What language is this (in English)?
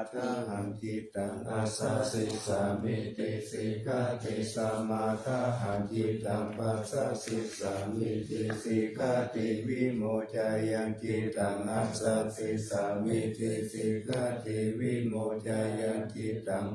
Pali